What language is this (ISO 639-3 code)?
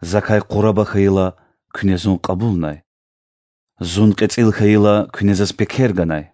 lez